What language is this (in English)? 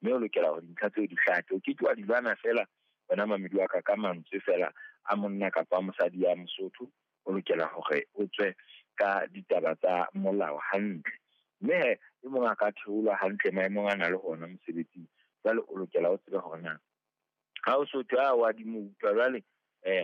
Southern Sotho